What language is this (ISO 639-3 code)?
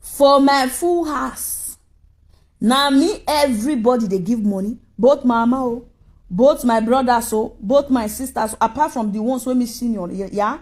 pcm